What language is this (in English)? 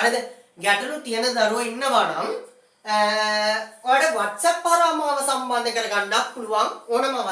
Sinhala